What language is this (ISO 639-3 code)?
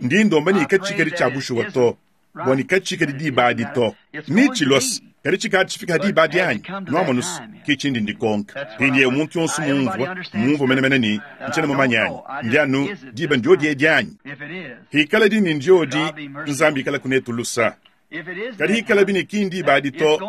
lua